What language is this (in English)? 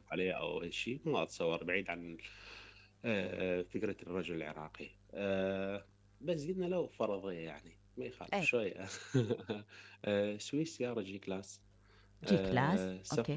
Mesopotamian Arabic